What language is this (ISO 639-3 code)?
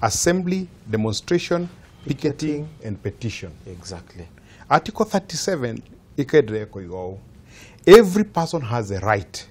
kik